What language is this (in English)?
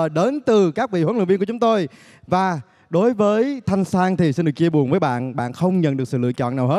Vietnamese